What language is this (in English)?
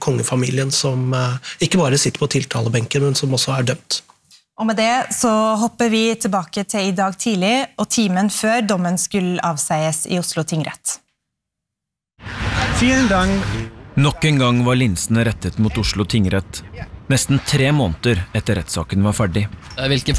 Norwegian